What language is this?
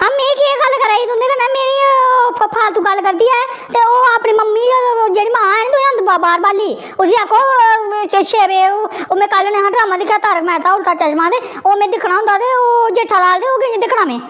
Dogri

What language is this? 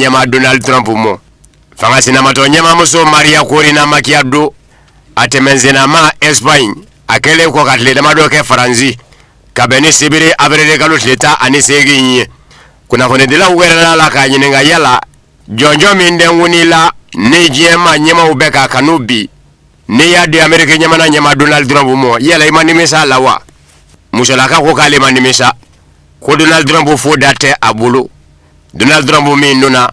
Bambara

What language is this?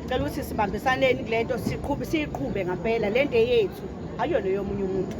Zulu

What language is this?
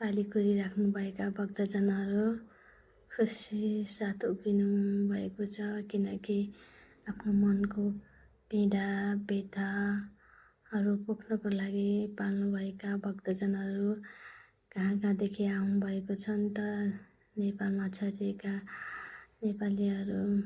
Nepali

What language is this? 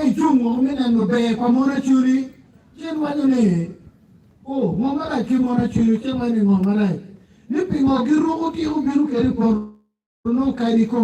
Acoli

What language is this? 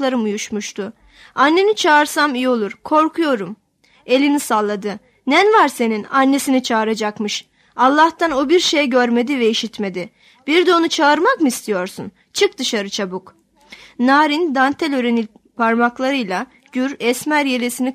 Turkish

